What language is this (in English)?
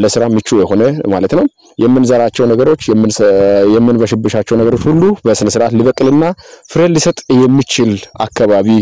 Amharic